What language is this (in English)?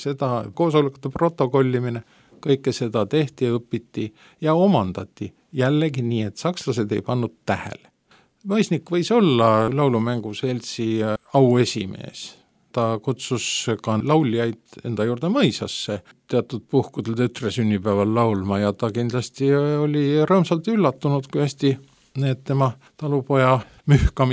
Estonian